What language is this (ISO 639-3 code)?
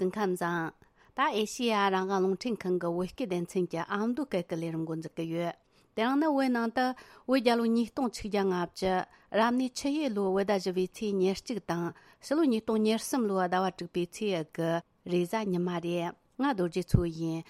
bod